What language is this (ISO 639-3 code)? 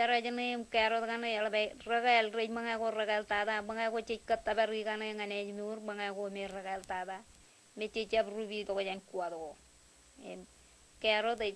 mah